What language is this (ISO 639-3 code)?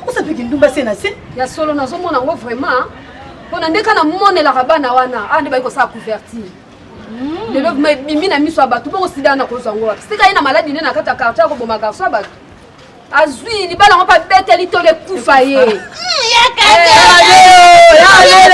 lin